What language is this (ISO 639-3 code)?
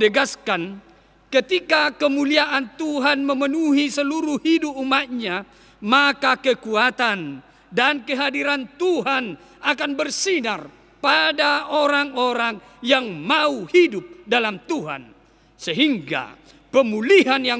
ind